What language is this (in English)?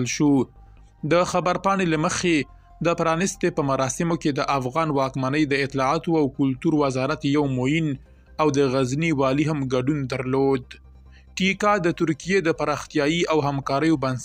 Pashto